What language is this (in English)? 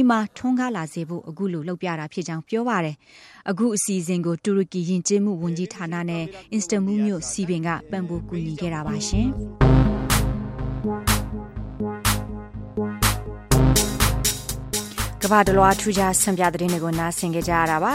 Burmese